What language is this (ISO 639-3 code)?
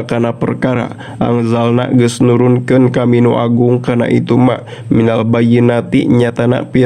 sun